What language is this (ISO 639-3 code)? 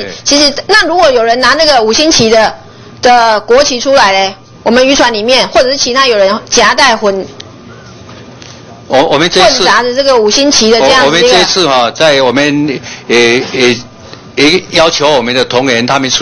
zho